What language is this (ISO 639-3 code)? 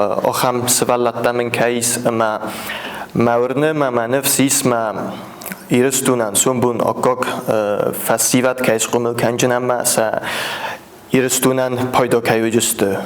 oss